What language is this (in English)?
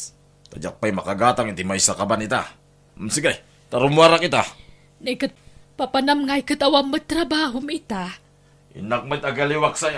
Iloko